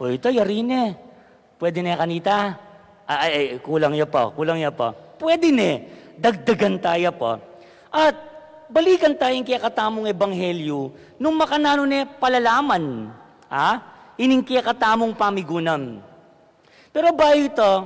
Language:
Pampanga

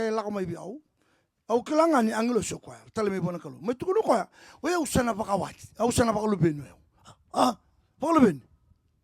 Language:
Fijian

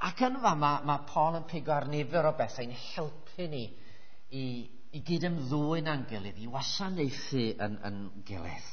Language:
Welsh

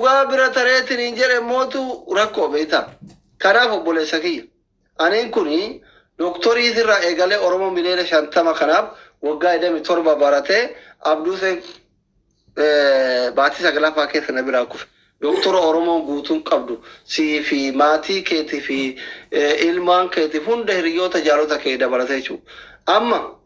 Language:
Oromo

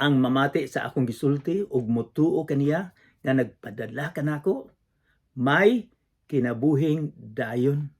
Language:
Cebuano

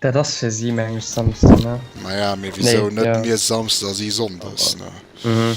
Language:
Luxembourgish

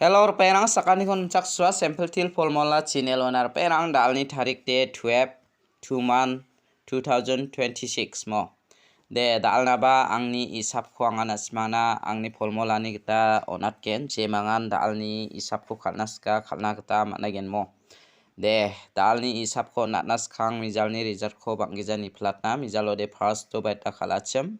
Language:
Garo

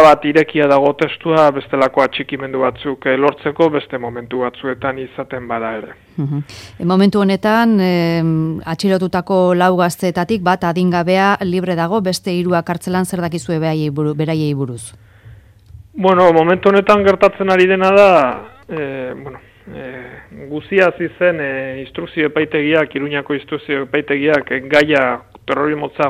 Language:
Basque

